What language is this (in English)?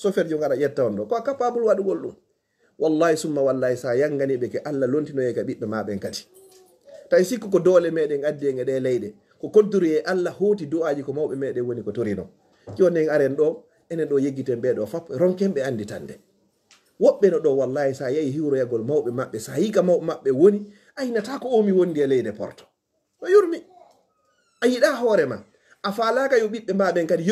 Fula